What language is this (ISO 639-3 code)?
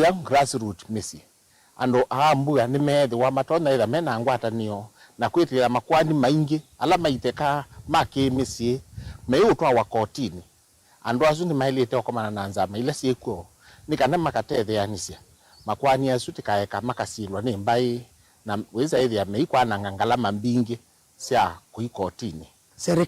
kam